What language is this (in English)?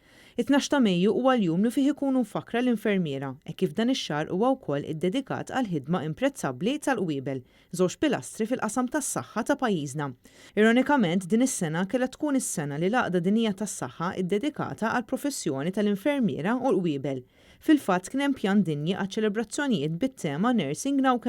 Maltese